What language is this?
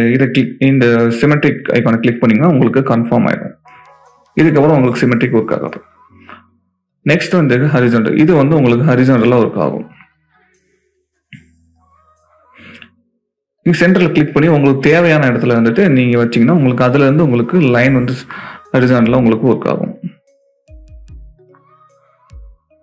Tamil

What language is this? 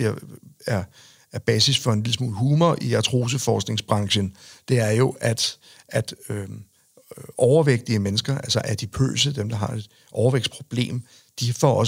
Danish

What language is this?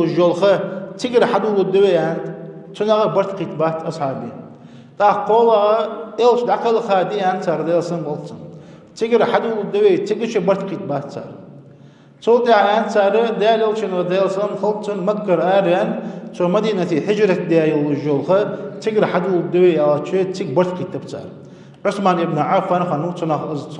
Ingush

